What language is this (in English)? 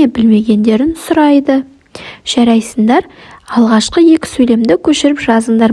Kazakh